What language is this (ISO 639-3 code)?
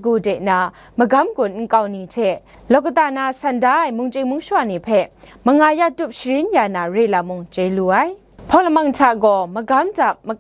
kac